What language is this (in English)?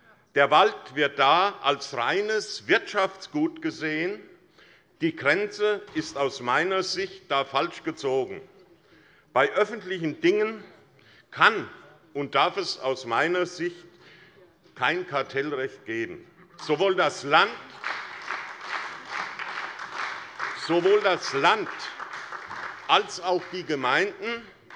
German